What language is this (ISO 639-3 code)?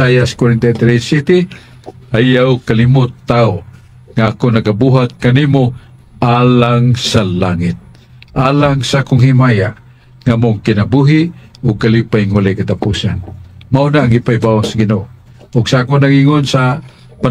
ceb